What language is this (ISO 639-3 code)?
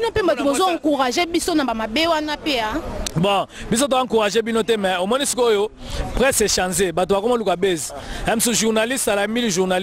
lin